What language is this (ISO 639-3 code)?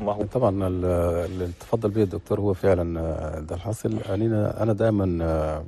shu